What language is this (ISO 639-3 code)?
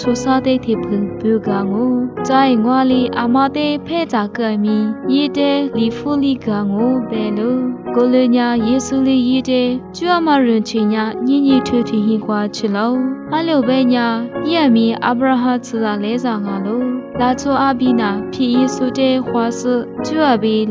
lis